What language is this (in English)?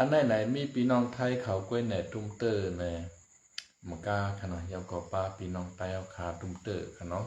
Shan